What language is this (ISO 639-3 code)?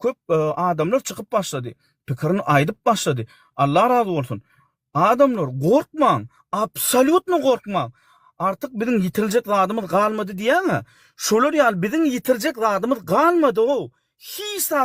tuk